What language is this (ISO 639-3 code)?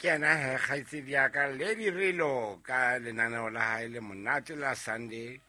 sot